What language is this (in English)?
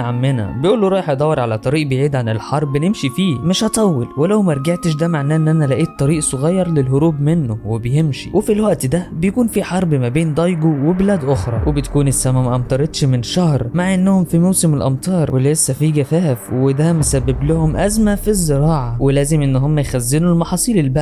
Egyptian Arabic